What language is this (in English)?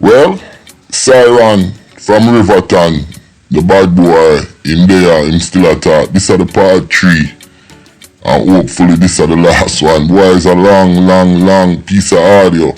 Jamaican Creole English